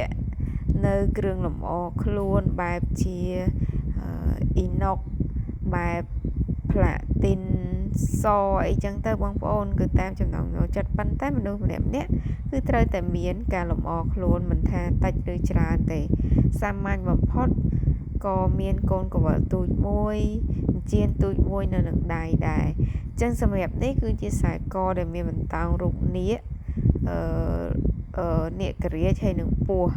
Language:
Khmer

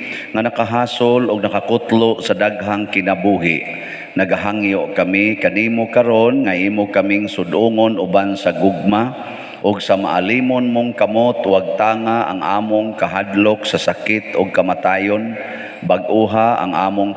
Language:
Cebuano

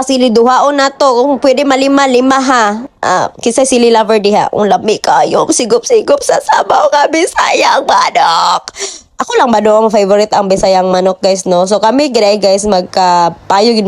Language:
Cebuano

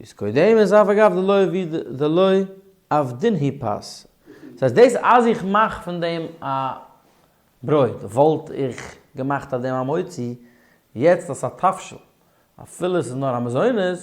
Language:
Yiddish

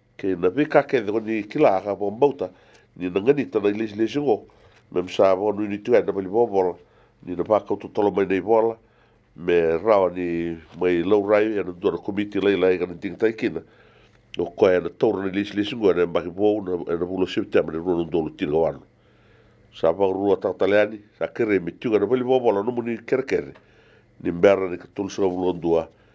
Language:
Fijian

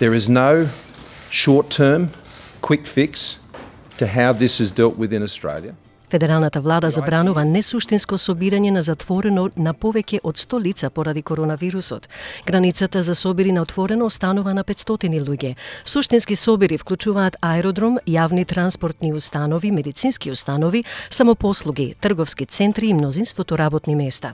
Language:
Macedonian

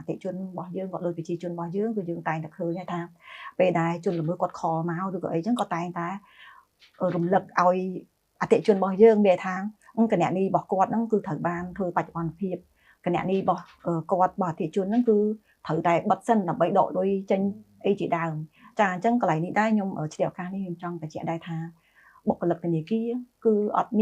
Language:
Khmer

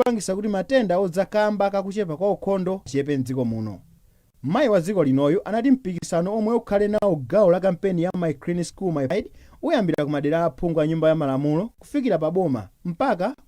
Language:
Nyanja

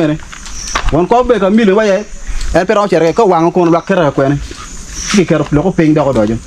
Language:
Acoli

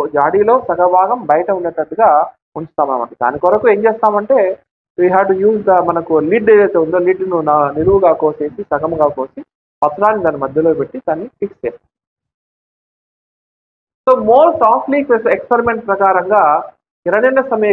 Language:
Telugu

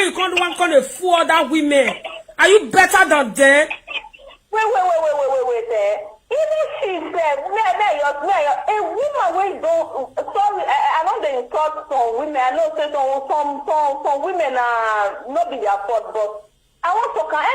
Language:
Nigerian Pidgin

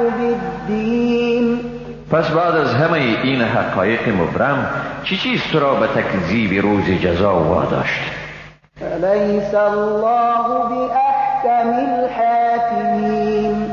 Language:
Persian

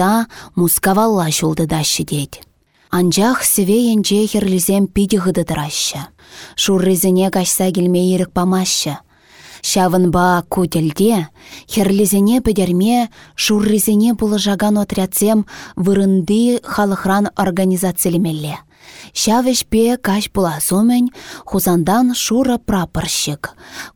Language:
Chuvash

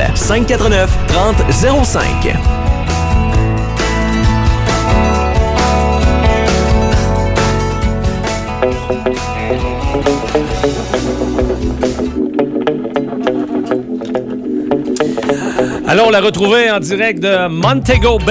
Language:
French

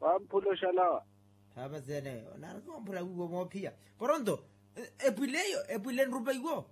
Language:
Makhuwa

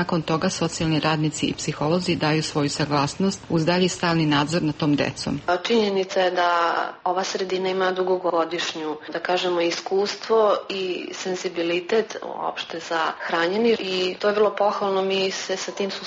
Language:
Serbian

